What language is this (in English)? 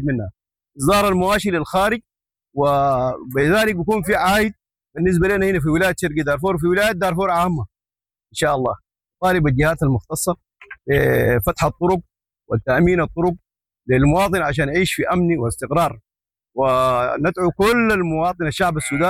Sudanese Arabic